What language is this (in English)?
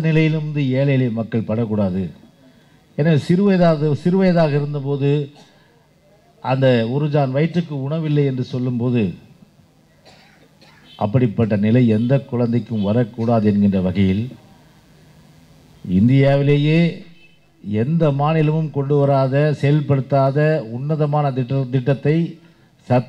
Tamil